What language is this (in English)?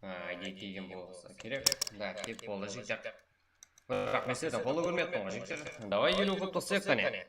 Kara-Kalpak